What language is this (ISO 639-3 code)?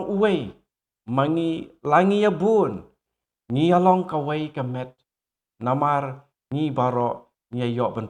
kha